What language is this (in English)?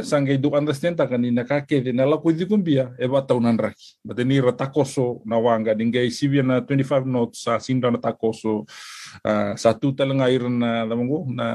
Fijian